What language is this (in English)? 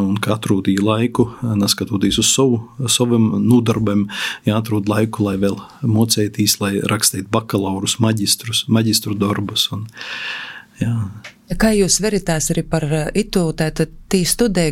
Latvian